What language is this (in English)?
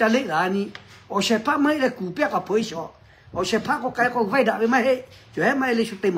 Lahu